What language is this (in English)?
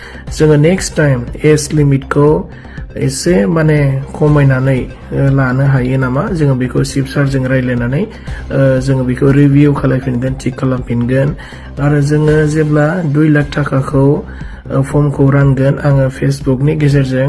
Bodo